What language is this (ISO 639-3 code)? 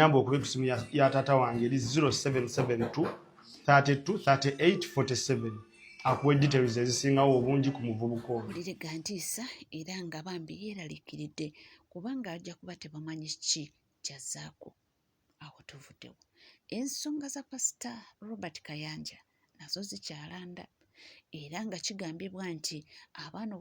lug